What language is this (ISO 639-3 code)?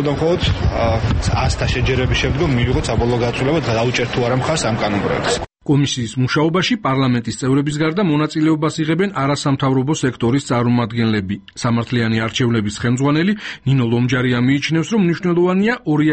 kat